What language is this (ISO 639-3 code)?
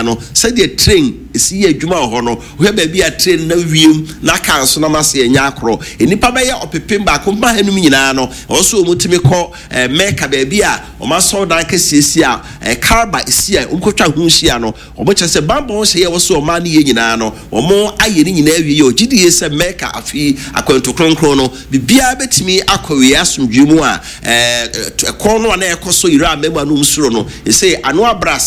aka